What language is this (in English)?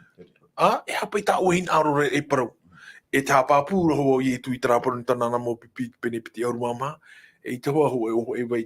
Tahitian